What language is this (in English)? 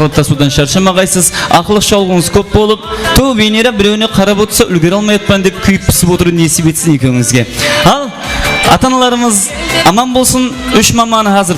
Kara-Kalpak